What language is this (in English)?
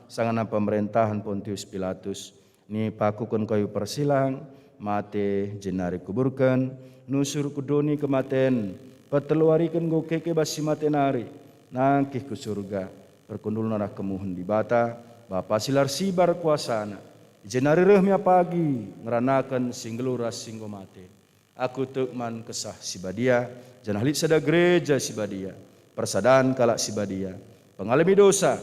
Batak Karo